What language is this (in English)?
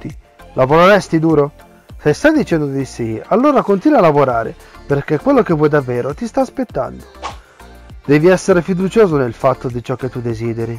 Italian